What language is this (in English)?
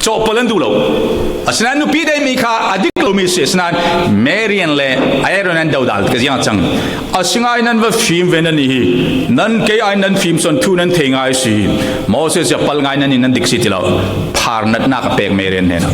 Falam Chin